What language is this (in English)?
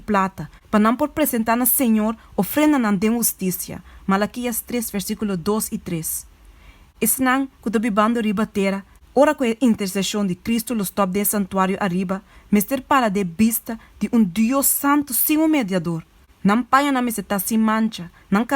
Papiamento